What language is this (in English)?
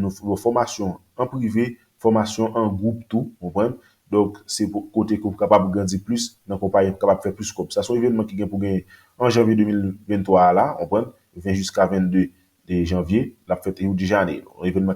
Haitian Creole